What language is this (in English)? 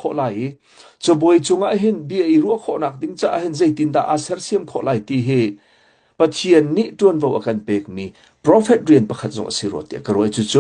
Hakha Chin